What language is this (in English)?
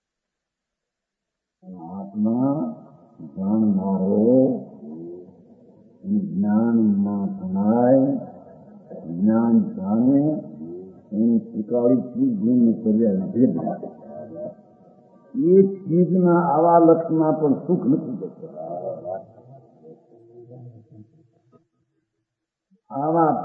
Gujarati